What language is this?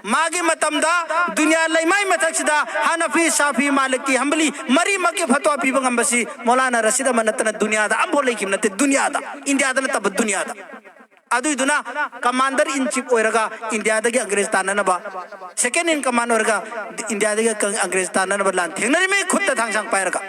Manipuri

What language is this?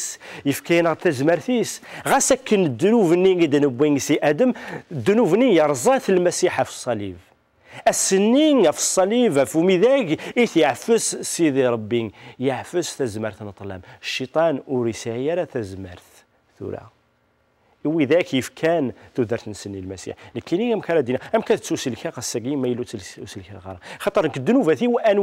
Kabyle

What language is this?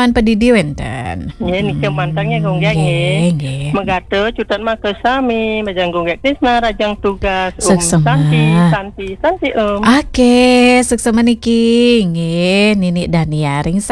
Balinese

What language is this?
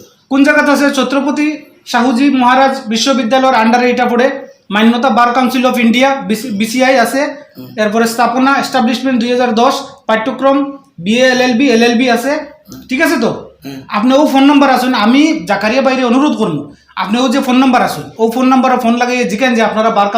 Sylheti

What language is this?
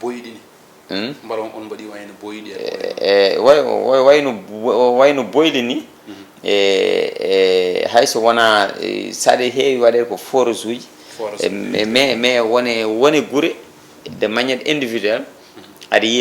Fula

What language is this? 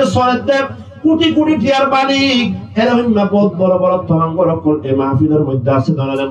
Rohingya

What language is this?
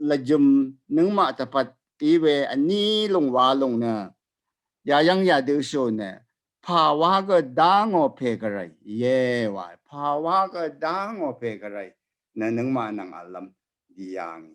Rawang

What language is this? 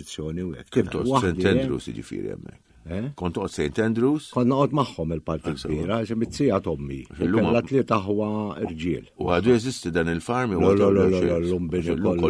Maltese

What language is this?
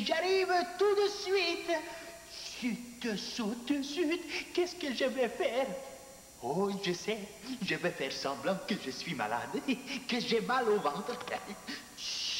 French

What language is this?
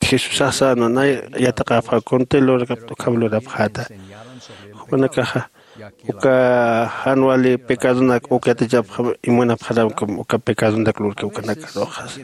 Aymara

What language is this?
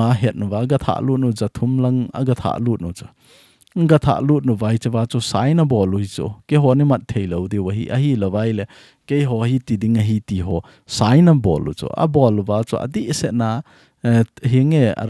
Thado Chin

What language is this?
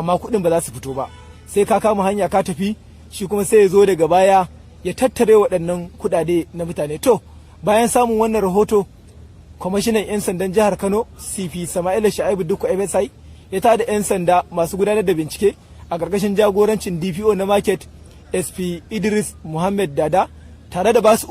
Hausa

